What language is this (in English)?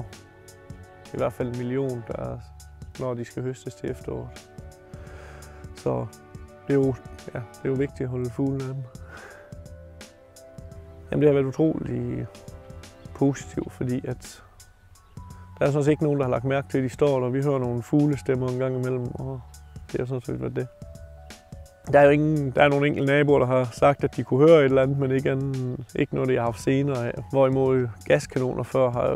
Danish